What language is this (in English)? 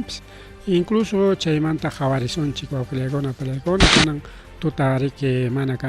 Ayacucho Quechua